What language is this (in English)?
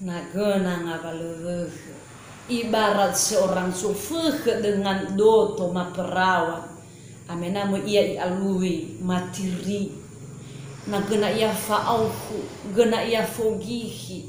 Nias